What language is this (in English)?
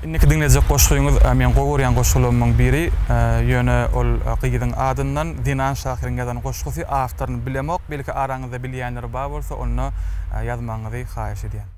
Turkmen